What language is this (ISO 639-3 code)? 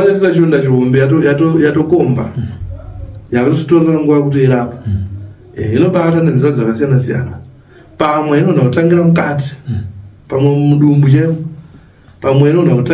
sna